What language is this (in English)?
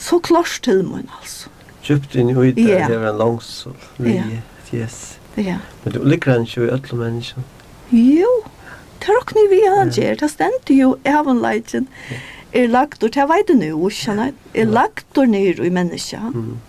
Faroese